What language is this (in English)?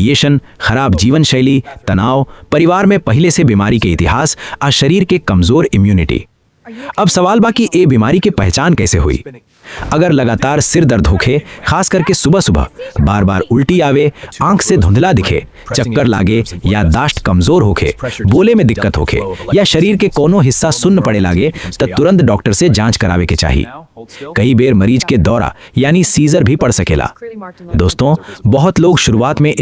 Bhojpuri